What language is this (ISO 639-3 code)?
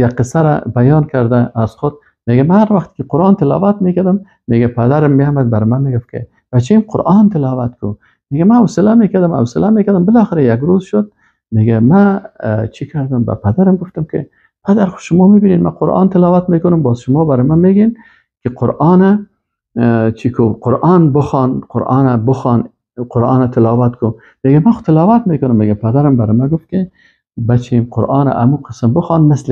fas